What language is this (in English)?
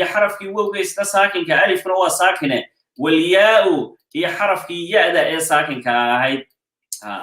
Somali